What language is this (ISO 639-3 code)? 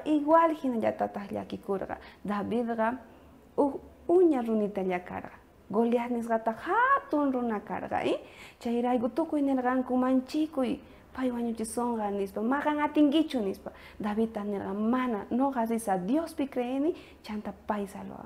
quh